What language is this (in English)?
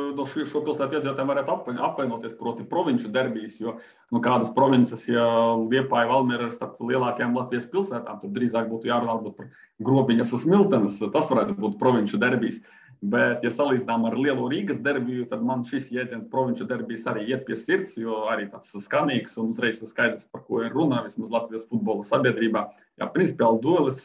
Latvian